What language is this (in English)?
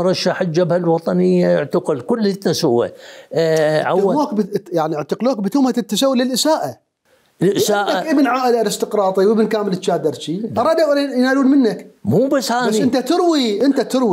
Mesopotamian Arabic